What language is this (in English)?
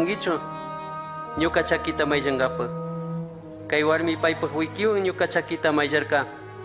Chimborazo Highland Quichua